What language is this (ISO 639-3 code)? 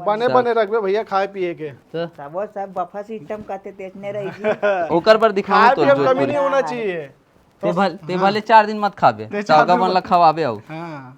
hne